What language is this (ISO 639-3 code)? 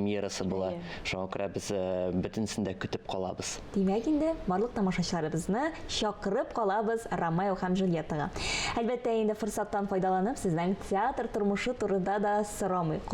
tat